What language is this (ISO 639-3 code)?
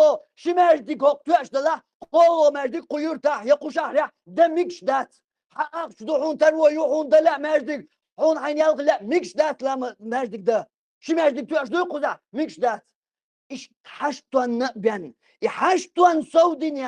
che